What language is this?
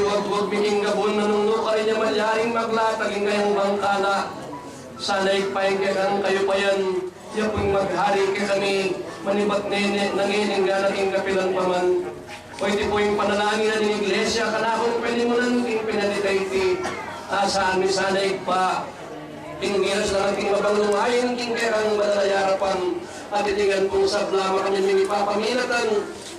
Pampanga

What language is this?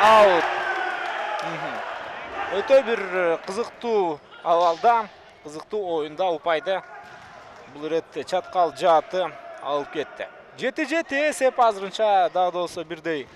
Kyrgyz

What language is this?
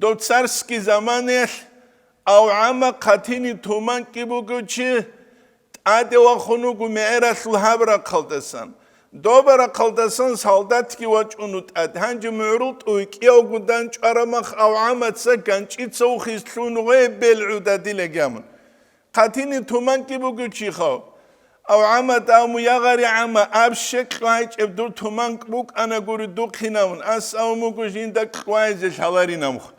Avaric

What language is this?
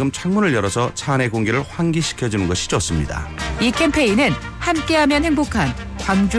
Korean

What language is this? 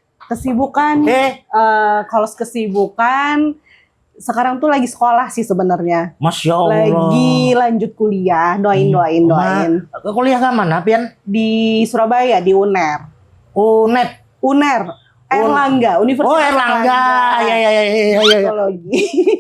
Banjar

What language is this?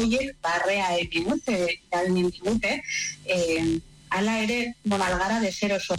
Basque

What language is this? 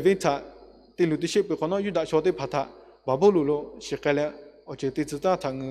Lahu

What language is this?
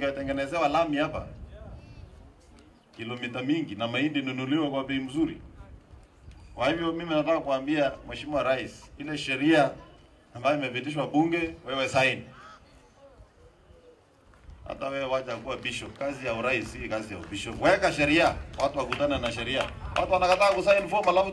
Swahili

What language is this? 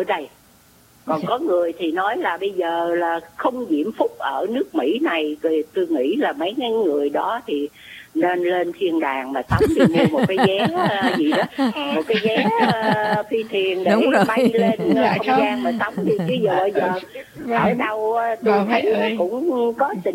Vietnamese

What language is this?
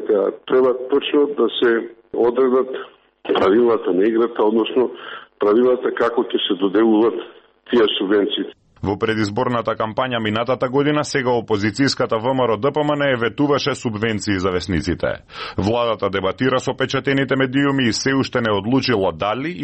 Macedonian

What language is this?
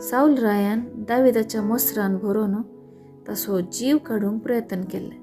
Konkani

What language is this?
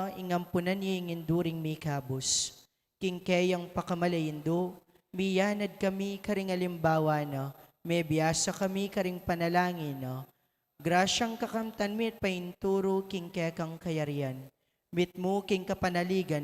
Pampanga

